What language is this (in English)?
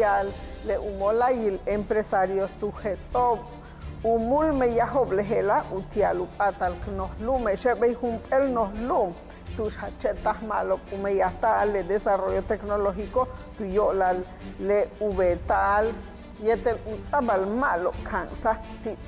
Yucateco